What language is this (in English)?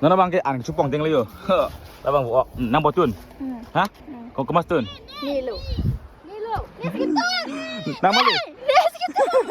Karbi